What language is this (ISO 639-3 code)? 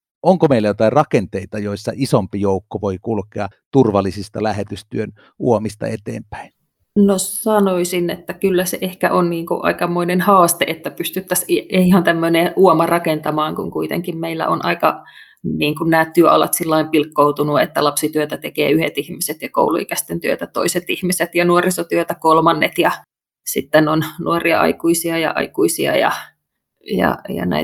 fin